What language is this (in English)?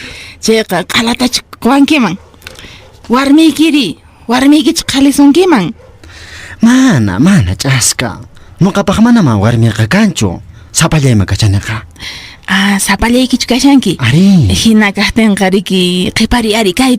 Quechua